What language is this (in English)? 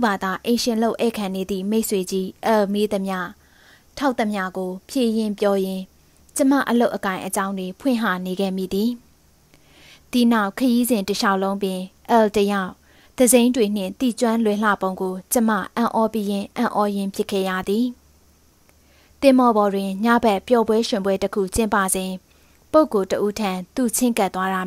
Burmese